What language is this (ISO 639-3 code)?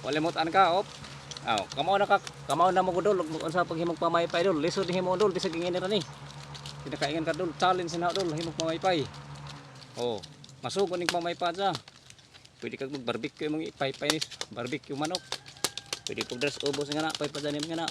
ceb